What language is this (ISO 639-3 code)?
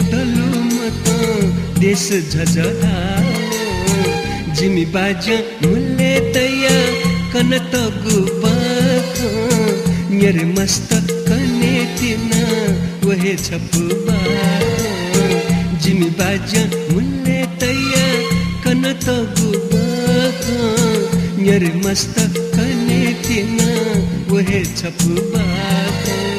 new